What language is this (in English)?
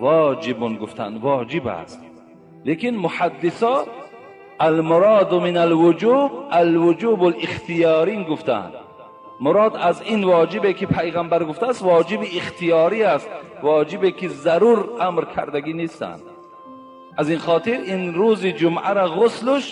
Tajik